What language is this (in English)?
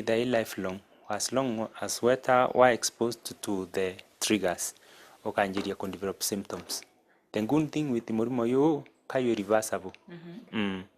Meru